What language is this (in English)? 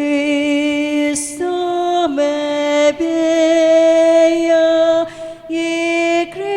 Pampanga